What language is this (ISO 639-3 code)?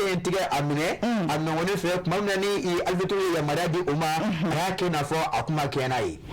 bam